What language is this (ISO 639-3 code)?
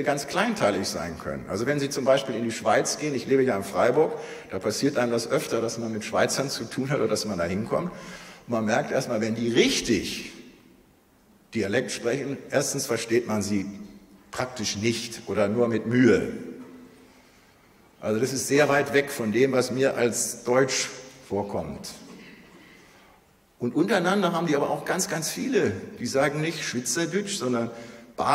deu